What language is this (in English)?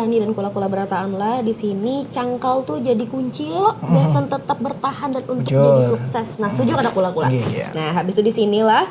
Banjar